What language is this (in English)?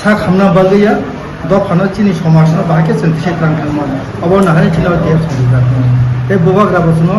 Kok Borok